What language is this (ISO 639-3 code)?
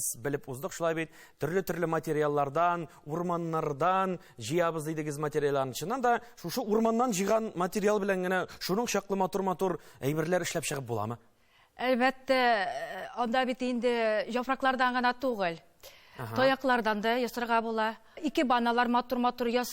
tat